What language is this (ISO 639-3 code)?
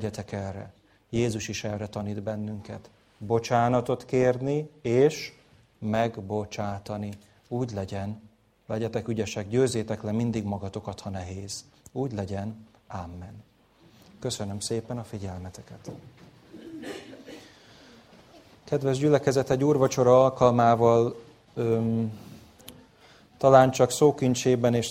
hun